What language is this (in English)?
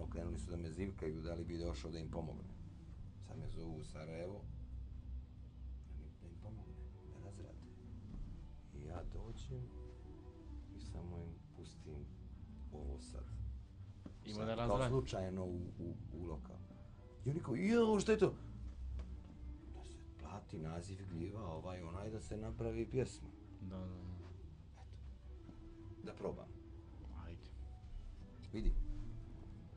Bosnian